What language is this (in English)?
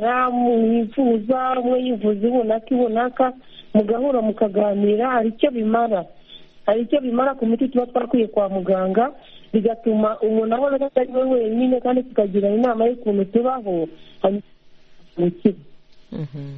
Kinyarwanda